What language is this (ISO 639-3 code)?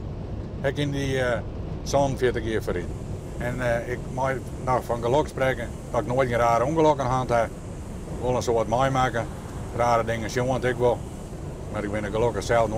fry